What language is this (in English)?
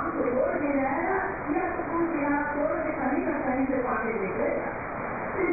Hindi